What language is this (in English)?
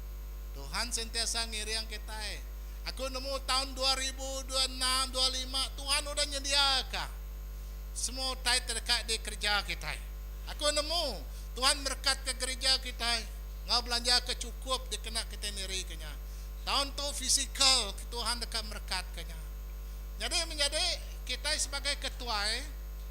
Iban